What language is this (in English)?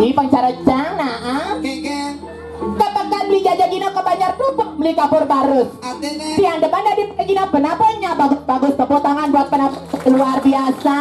Balinese